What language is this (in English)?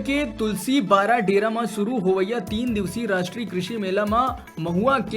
Chhattisgarhi